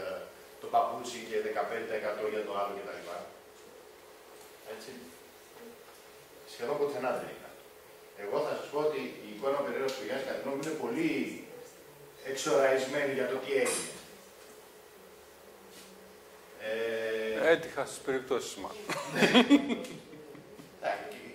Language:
Greek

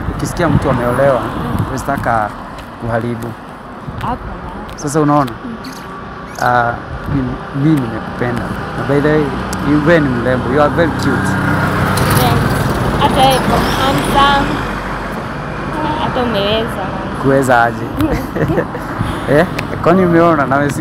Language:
Swahili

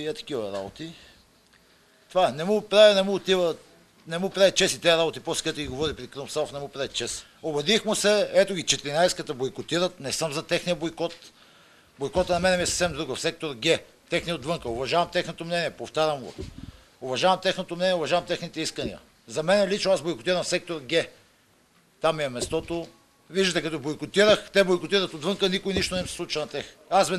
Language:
Bulgarian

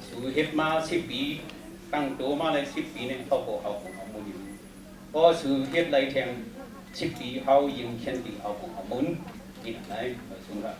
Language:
Shan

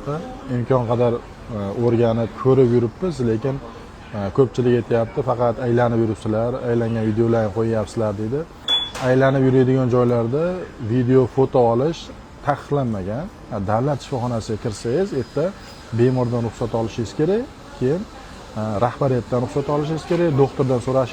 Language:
Uzbek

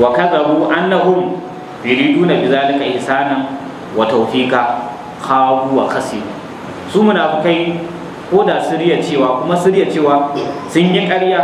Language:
Hausa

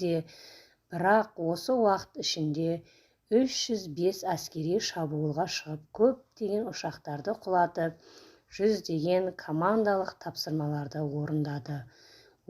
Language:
Kazakh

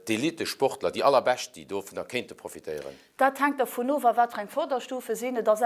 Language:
Luxembourgish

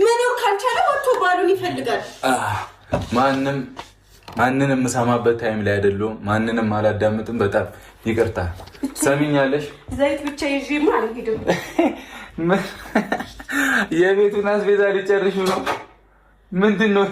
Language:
Amharic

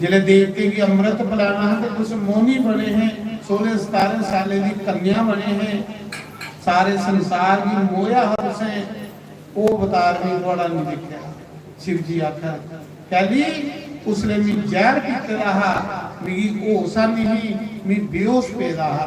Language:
Dogri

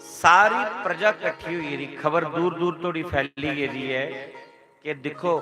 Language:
Dogri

